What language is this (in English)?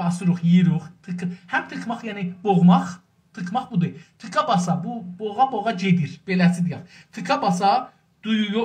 South Azerbaijani